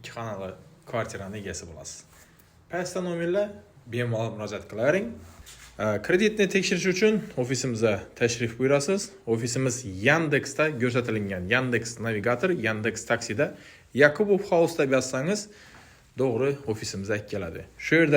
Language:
Uzbek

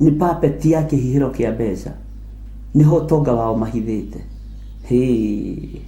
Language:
Kikuyu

